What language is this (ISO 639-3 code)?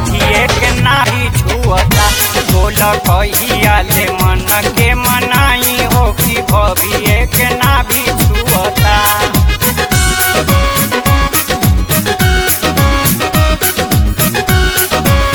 bho